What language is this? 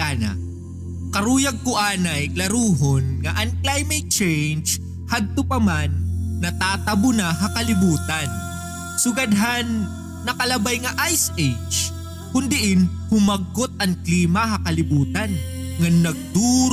Waray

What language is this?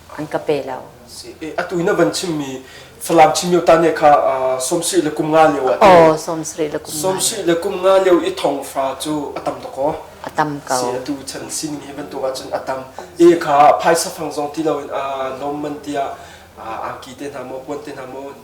Hakha Chin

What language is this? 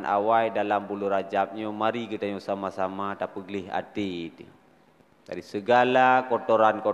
Achinese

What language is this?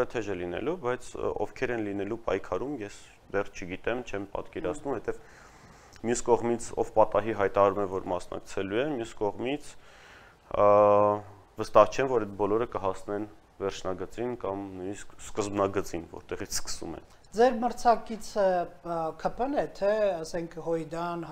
Armenian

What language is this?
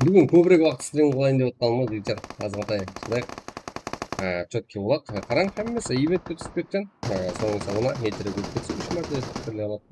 Kara-Kalpak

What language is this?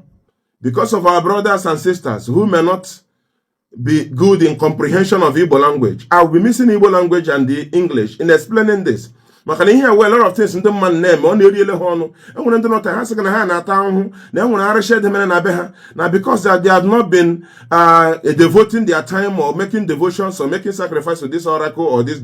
Igbo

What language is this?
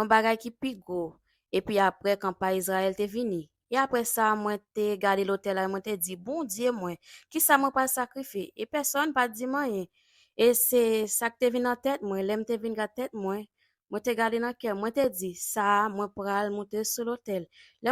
Haitian Creole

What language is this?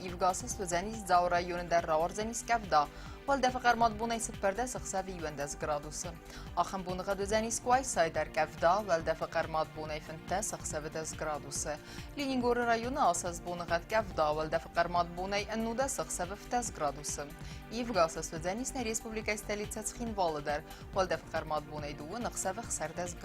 Ossetic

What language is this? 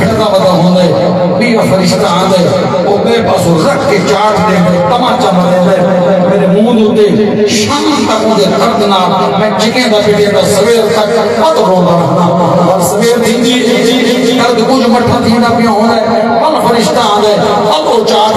Saraiki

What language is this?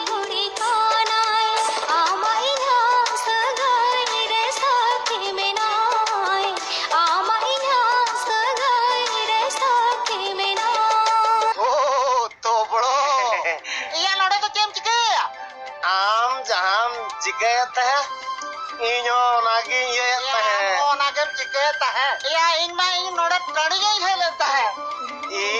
Santali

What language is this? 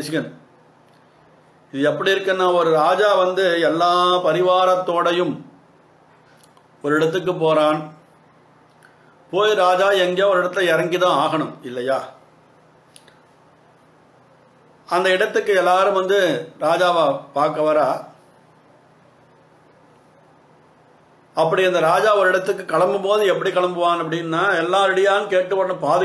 Tamil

